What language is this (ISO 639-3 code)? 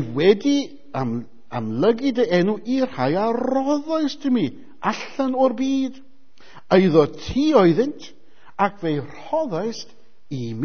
cym